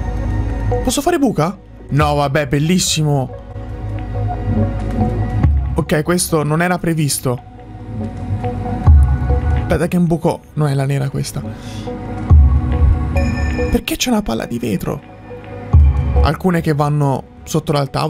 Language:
Italian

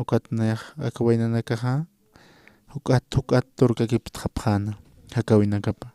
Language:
Aymara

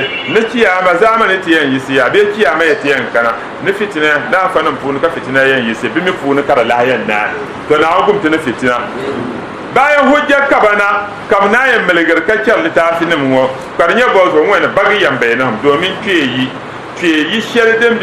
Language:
Dagbani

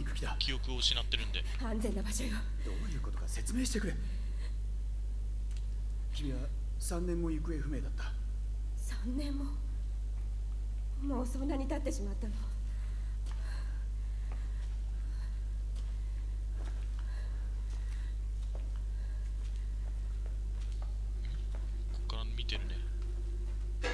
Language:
Japanese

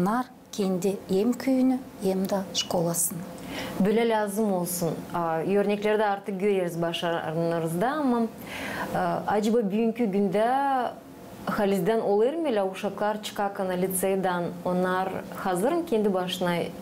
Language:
Gagauz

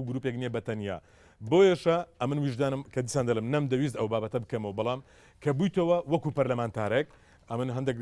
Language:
Central Kurdish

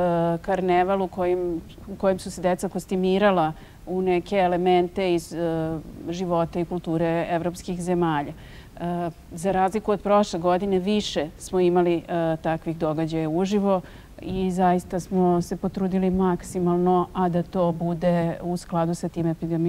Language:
Serbian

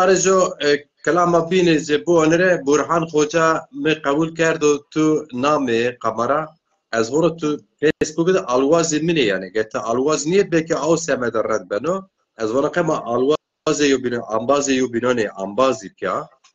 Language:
Zaza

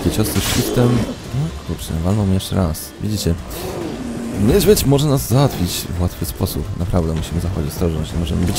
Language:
Polish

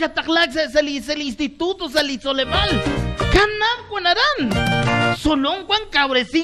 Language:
Kekchí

